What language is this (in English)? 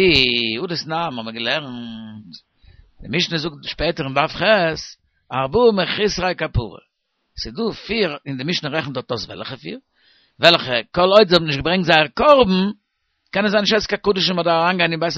Yiddish